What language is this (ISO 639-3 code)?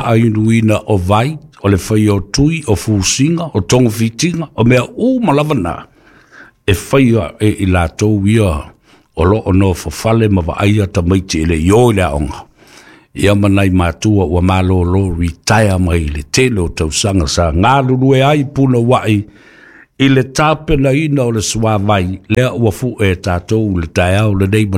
smo